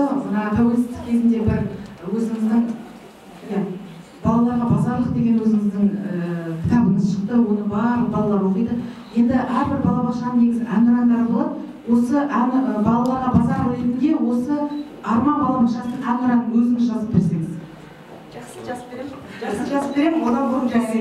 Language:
Kazakh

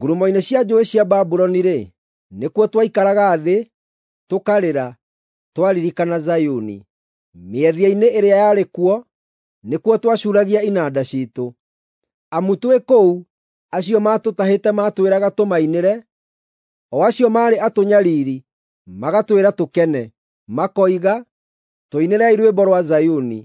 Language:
Kikuyu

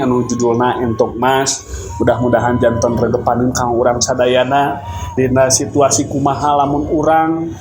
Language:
Sundanese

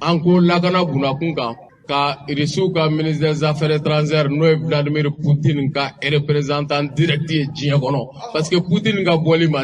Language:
Bambara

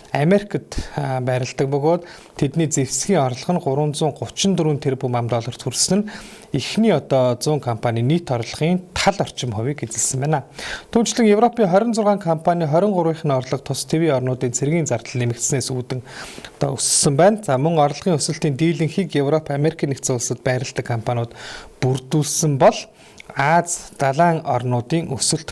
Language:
Mongolian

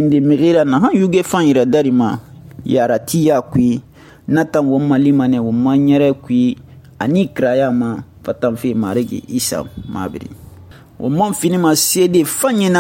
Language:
Susu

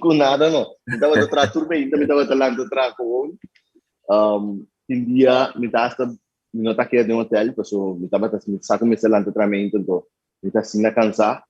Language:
Papiamento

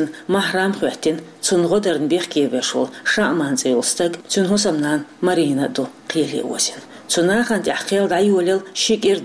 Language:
Chechen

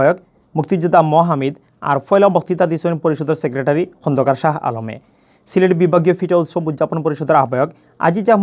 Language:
Sylheti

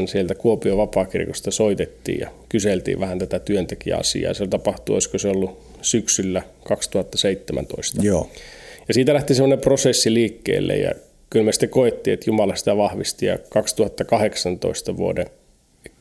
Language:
Finnish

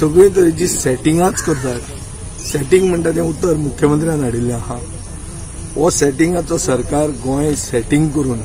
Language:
Konkani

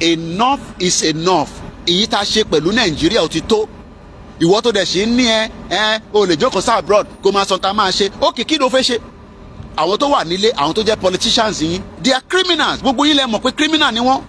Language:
Yoruba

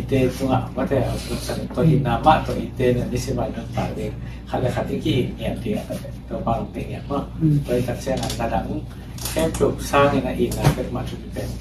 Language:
Tedim Chin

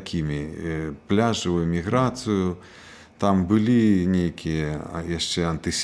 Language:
Belarusian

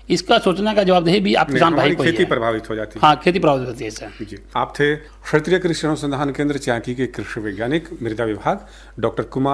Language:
Hindi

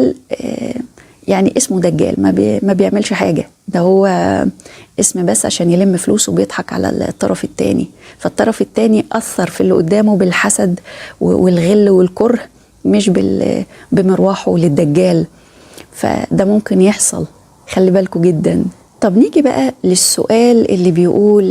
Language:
Egyptian Arabic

